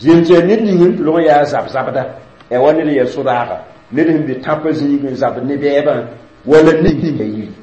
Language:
Mossi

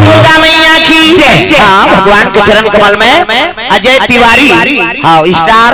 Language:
Chhattisgarhi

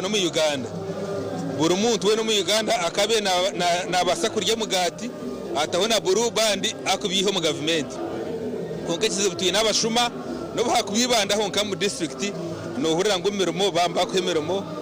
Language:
Nyankole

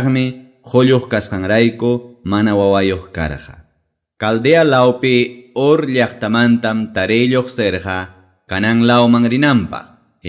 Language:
Quechua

